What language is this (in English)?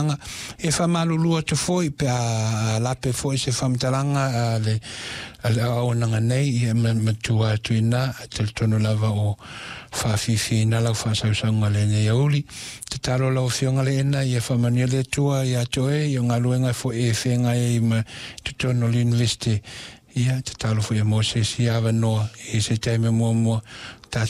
Samoan